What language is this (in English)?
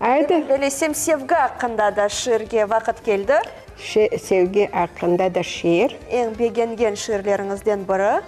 Crimean Tatar